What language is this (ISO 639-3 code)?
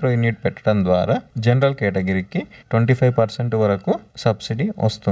tel